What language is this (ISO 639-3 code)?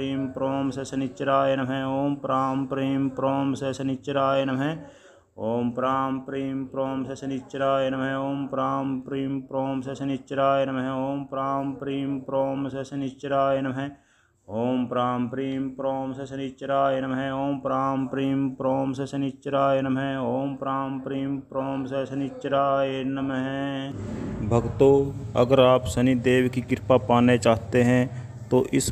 san